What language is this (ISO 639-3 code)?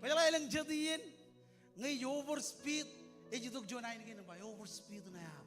mah